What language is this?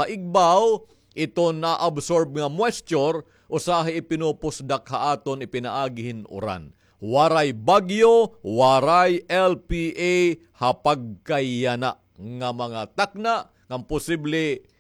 Waray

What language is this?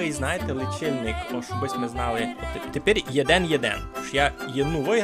Rusyn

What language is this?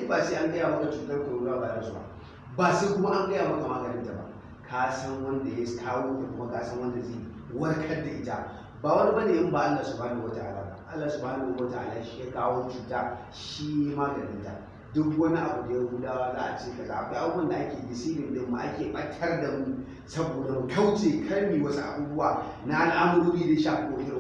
Hausa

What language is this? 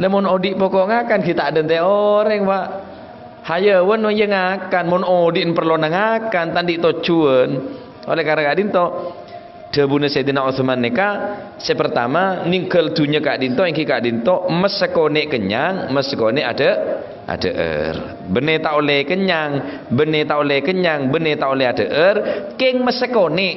Madurese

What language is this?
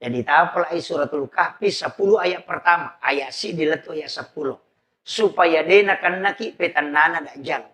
Buginese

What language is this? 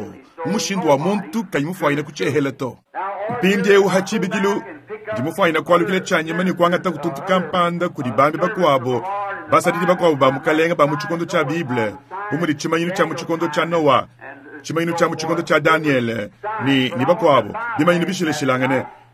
Luba-Lulua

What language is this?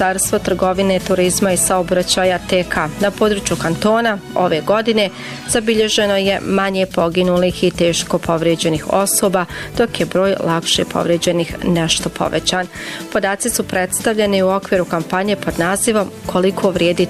Bosnian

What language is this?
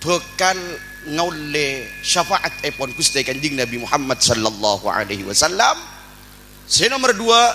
Madurese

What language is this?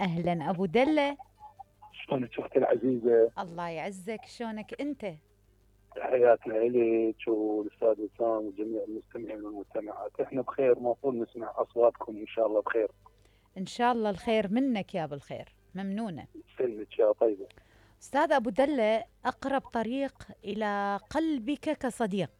Mesopotamian Arabic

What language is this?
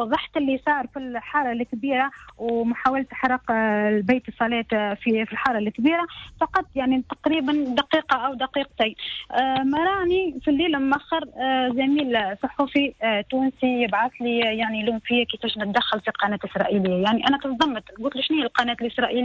Tunisian Arabic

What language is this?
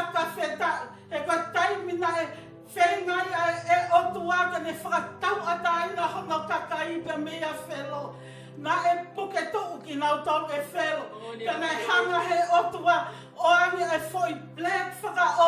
Tongan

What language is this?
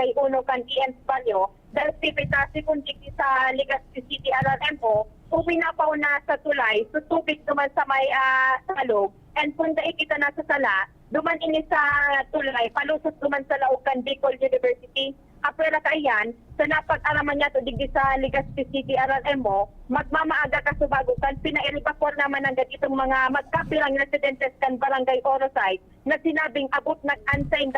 Bikol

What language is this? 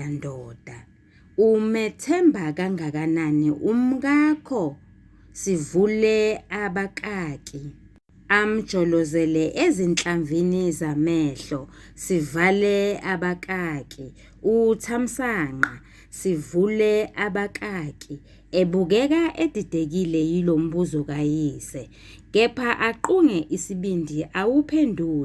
Zulu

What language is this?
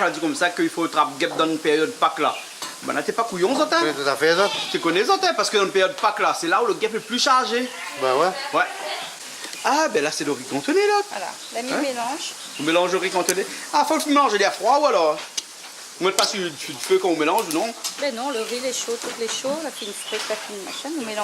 Réunion Creole French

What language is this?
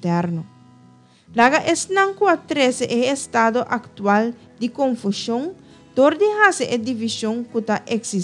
Papiamento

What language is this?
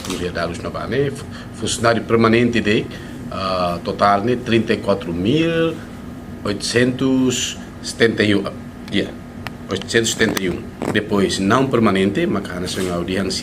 Tetum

